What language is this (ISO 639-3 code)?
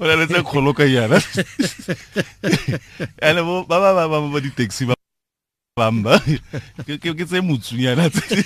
tsn